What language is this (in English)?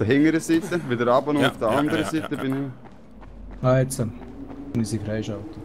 Swiss German